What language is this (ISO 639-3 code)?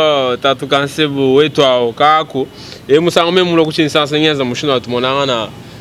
lua